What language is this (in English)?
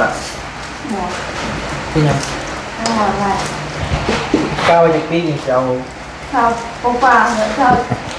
Northeastern Thai